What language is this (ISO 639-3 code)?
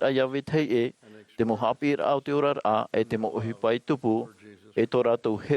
tah